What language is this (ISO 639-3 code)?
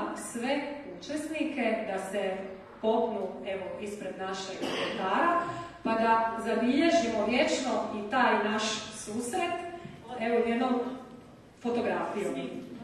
hrv